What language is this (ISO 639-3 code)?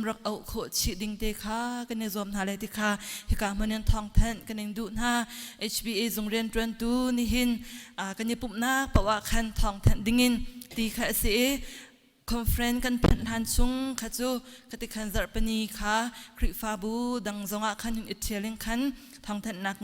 cnh